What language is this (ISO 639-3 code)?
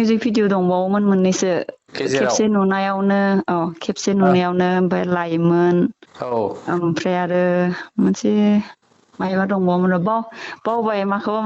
brx